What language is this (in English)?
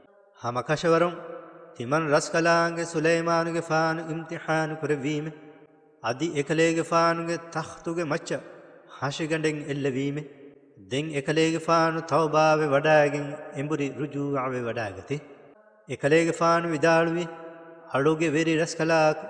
Divehi